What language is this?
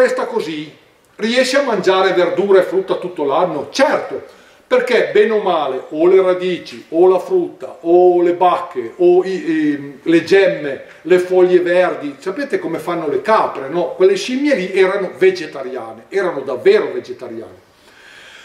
Italian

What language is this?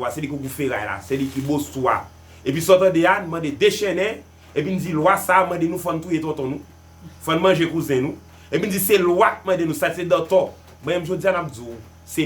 Haitian Creole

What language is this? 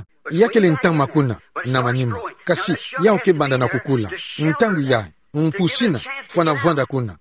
Kituba (Democratic Republic of Congo)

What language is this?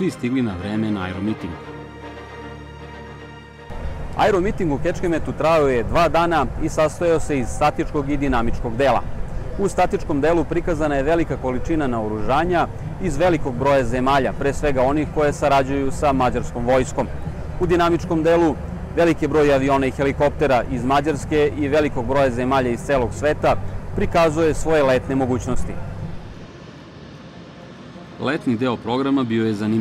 Serbian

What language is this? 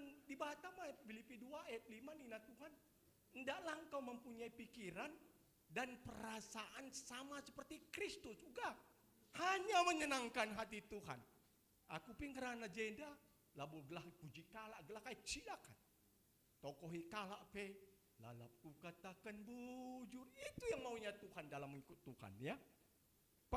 Batak Karo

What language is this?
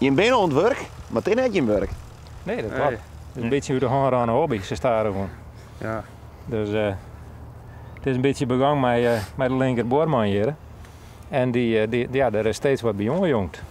Western Frisian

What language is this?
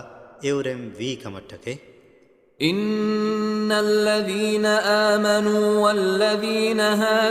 Divehi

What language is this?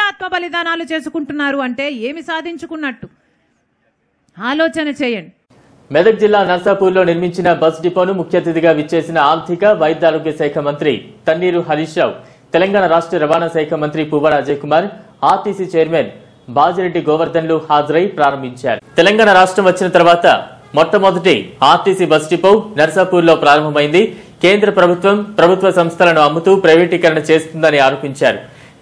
Telugu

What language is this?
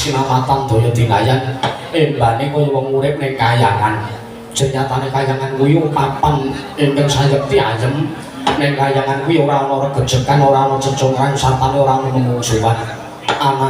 Javanese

